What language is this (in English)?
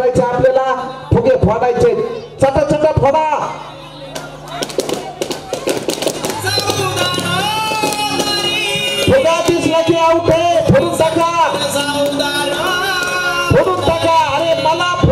Marathi